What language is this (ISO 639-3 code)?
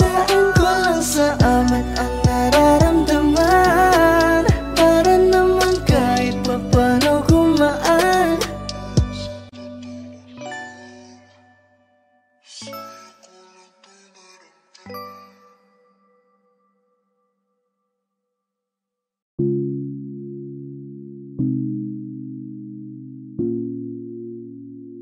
fil